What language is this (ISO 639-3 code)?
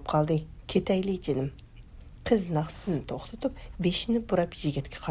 uig